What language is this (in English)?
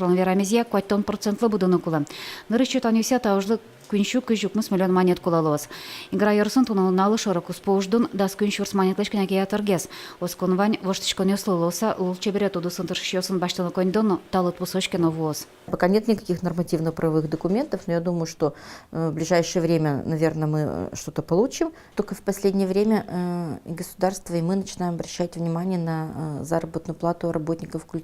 Udmurt